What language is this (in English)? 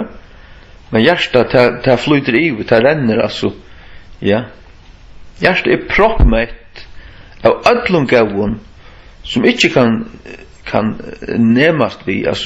Faroese